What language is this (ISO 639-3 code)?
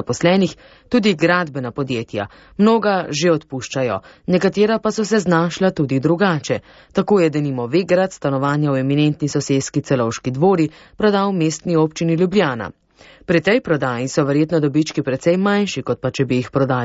slv